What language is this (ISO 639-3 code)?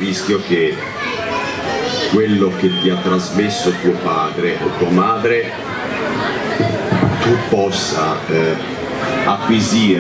ita